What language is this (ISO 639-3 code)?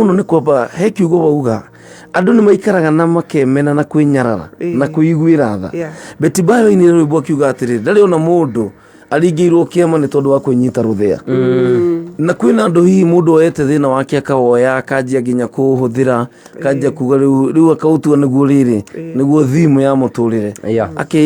kik